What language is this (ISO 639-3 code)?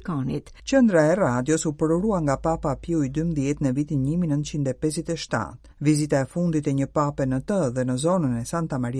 sqi